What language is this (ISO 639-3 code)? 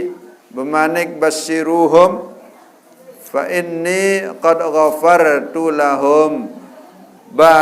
sas